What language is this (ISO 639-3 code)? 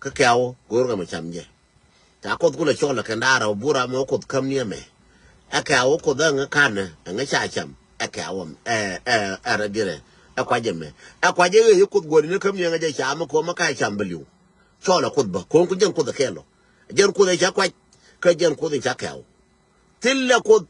nus